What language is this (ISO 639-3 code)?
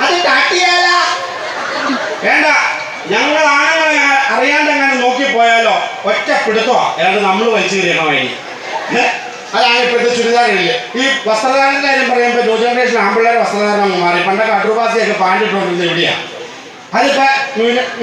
mal